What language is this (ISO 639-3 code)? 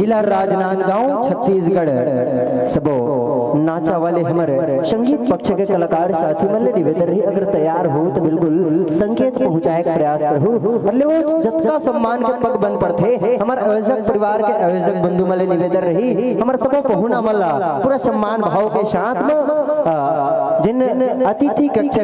hne